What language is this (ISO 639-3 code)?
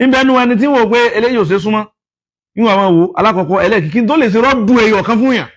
yor